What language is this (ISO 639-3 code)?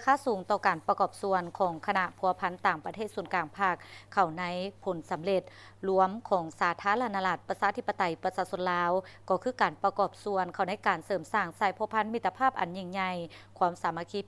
lao